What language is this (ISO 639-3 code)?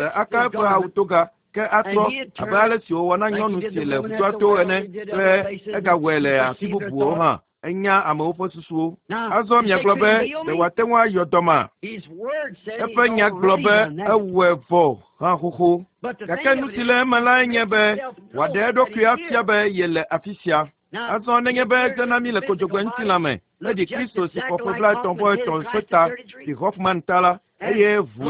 ewe